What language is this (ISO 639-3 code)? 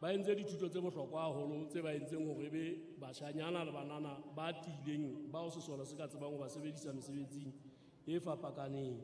sot